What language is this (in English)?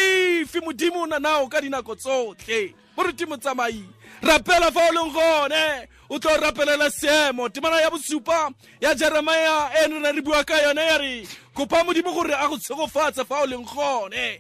Tswana